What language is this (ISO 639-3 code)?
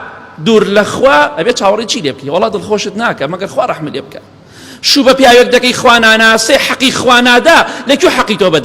ckb